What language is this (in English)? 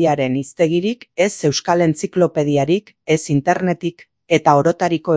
Basque